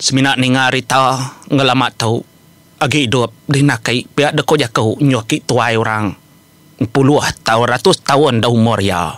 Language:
Iban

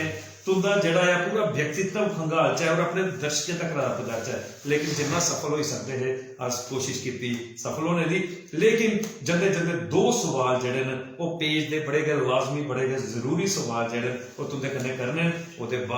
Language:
Dogri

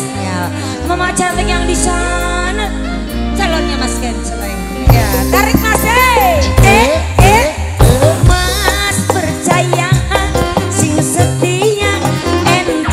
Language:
Javanese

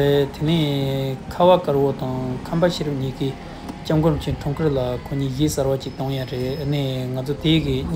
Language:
Tibetan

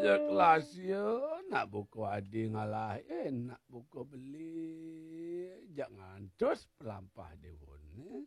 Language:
Balinese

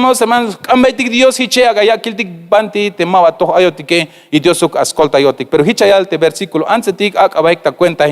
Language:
Tzeltal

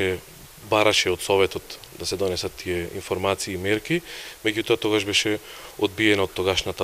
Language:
Macedonian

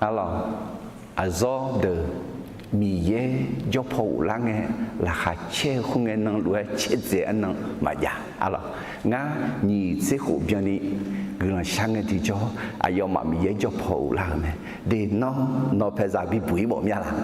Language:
Akha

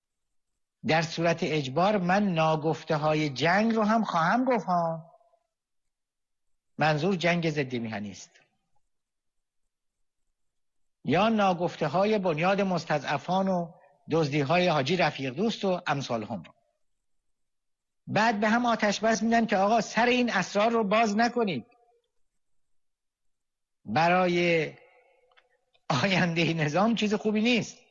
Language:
Persian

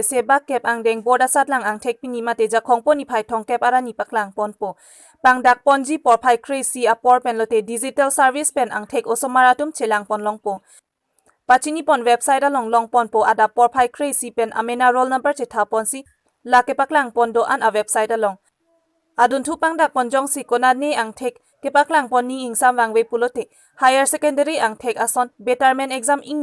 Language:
Karbi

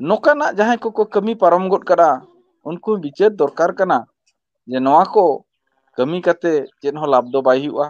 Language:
Santali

